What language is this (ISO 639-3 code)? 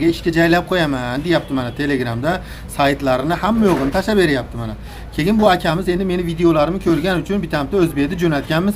uzb